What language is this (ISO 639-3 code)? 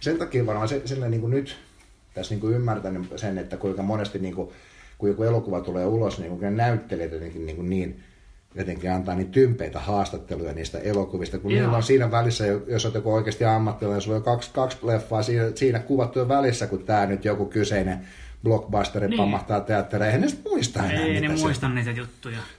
fin